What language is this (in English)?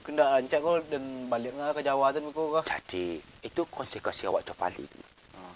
Minangkabau